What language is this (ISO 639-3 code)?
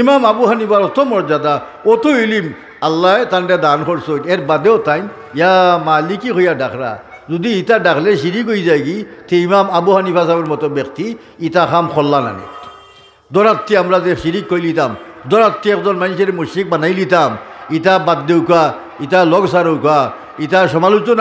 syl